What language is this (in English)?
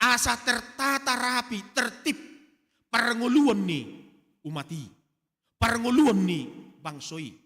Batak Toba